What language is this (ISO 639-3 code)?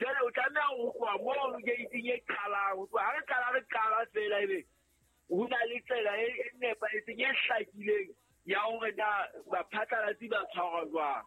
sot